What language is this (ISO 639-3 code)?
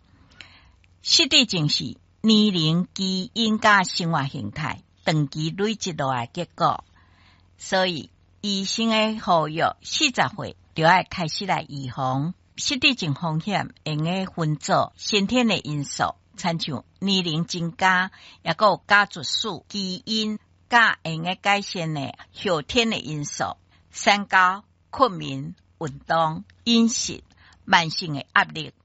nan